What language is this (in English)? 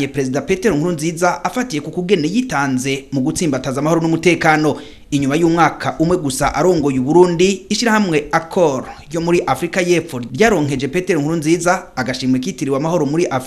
Rundi